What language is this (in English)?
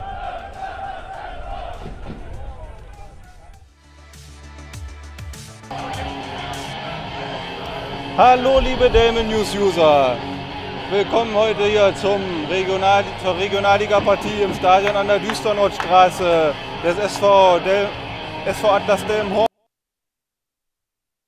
German